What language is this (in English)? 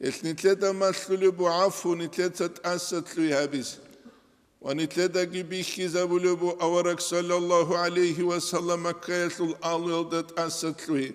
Avaric